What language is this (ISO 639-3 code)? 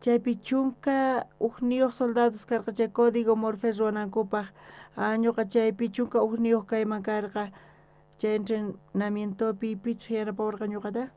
quh